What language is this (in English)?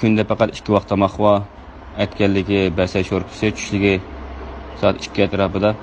Uyghur